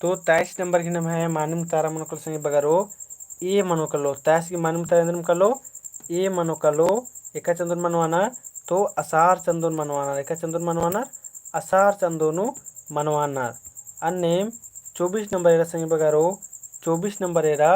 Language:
Kurukh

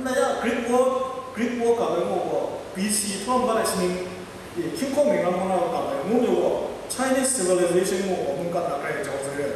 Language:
Kachin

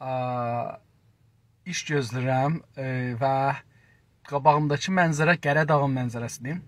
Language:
South Azerbaijani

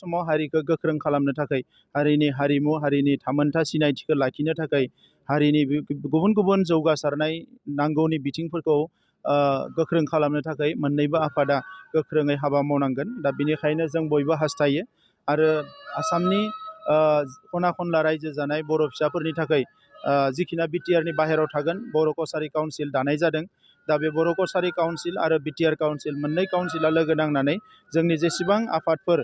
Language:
Bodo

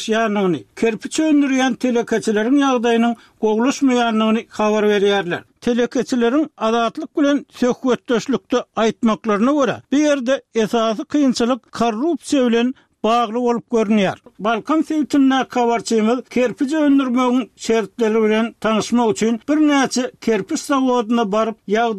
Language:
Turkmen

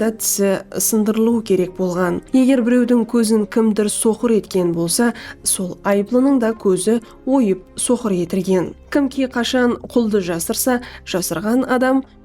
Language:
Kara-Kalpak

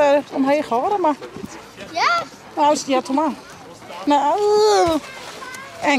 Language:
Western Frisian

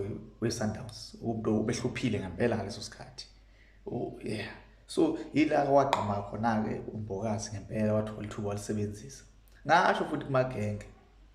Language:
Zulu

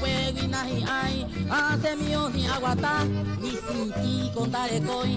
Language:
Guarani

